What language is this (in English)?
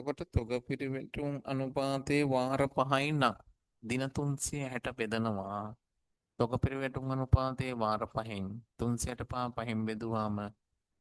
Sinhala